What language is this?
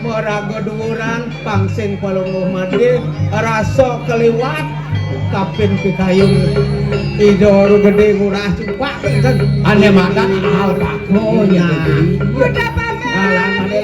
Balinese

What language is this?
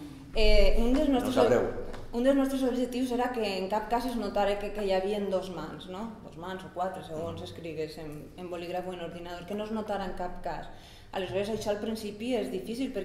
Catalan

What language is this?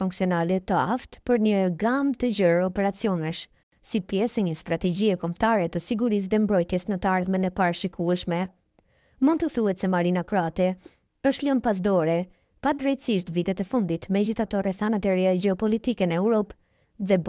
Albanian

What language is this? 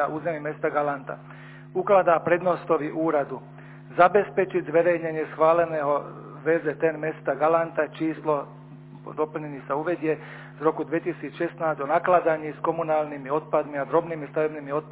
Slovak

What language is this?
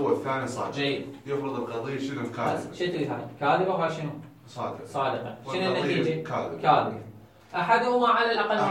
Mesopotamian Arabic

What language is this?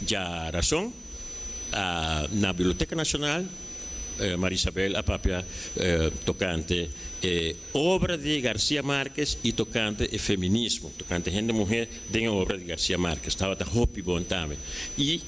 Papiamento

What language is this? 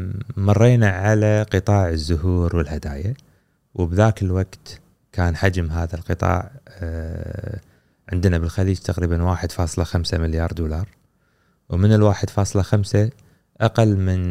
Gulf Arabic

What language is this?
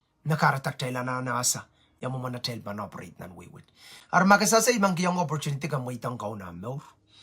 Pohnpeian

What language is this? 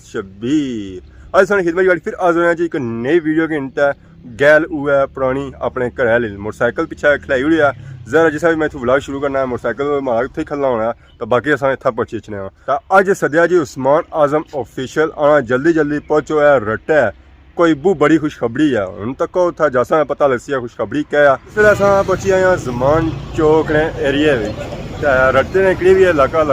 Pahari-Potwari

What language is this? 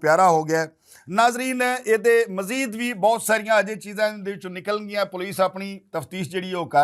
Western Panjabi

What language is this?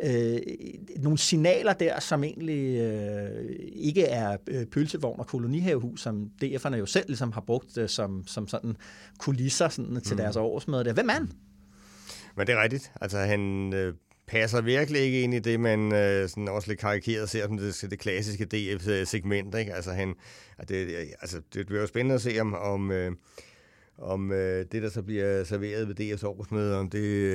Danish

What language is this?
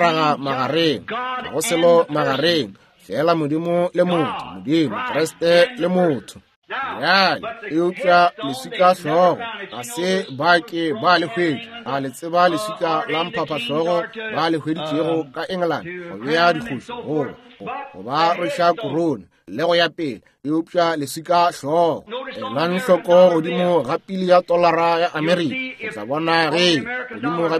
Northern Sotho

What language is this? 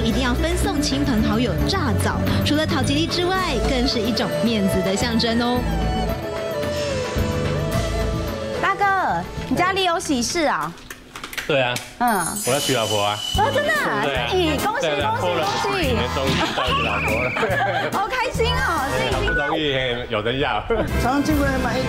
Chinese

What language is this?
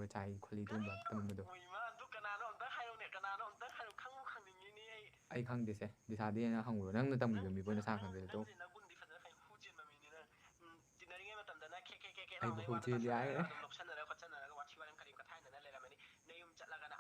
Manipuri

